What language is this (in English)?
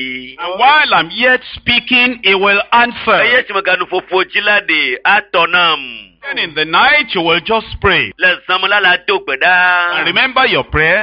Ewe